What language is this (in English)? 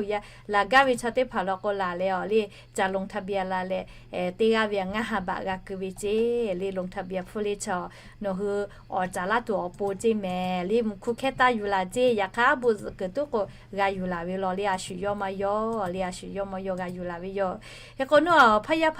Lahu